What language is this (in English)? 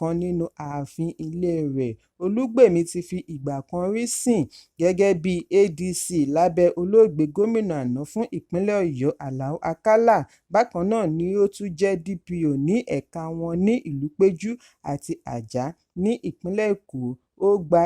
Yoruba